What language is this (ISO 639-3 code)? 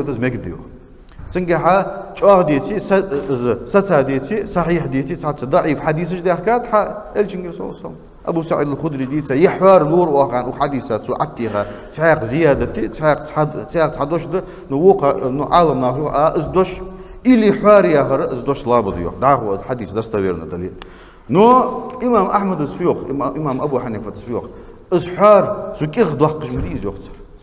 inh